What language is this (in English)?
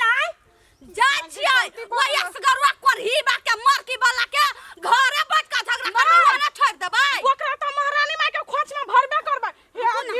Maithili